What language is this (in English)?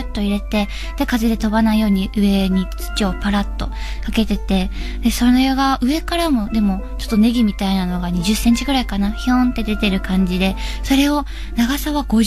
Japanese